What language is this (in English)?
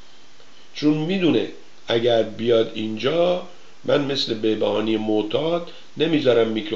Persian